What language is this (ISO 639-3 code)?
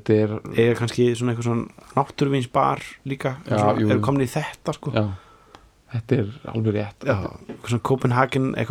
isl